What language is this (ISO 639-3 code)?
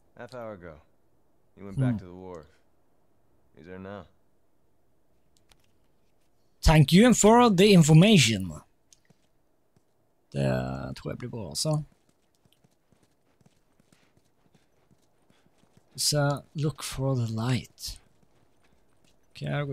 nor